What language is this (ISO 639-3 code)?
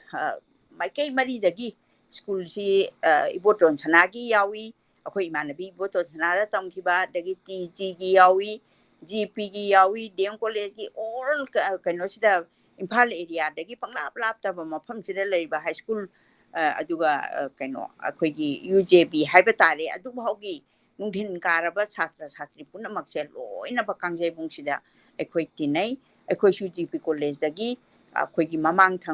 mni